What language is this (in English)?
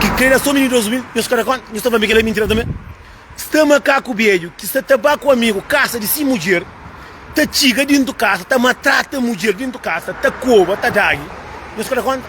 Kabuverdianu